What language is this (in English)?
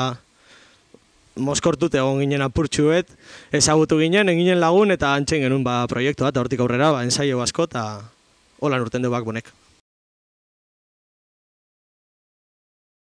Basque